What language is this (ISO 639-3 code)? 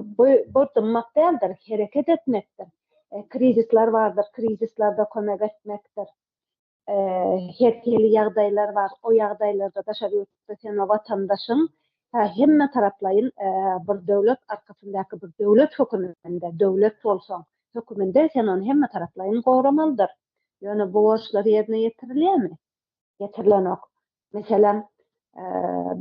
tuk